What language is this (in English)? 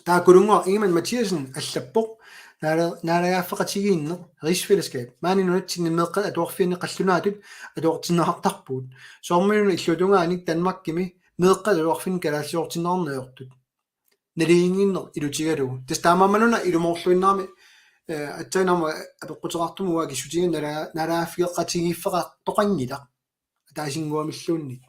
Kalaallisut